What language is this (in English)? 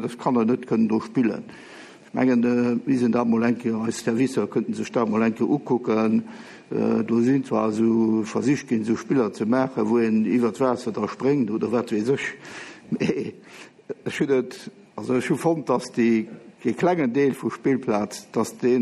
Luxembourgish